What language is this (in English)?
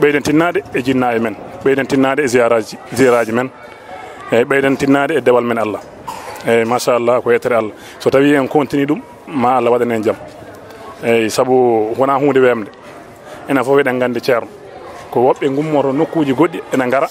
Fula